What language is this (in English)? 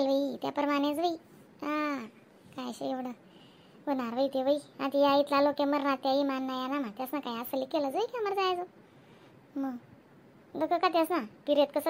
Khandesi